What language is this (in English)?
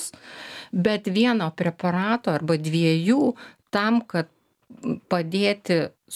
Lithuanian